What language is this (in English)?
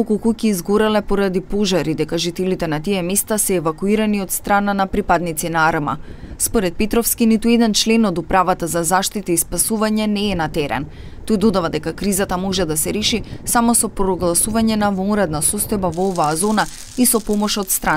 Macedonian